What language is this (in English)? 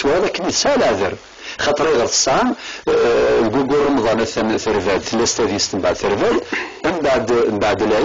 Kabyle